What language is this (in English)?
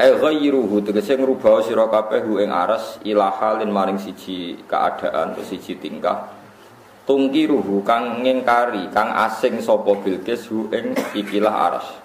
Javanese